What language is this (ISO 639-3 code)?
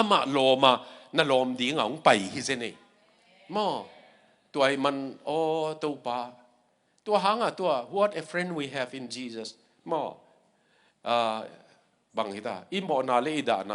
ctd